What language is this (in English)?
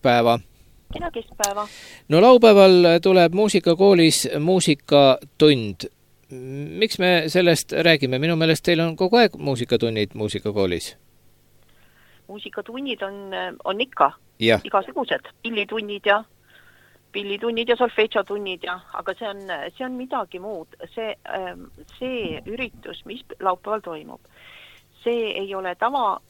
Estonian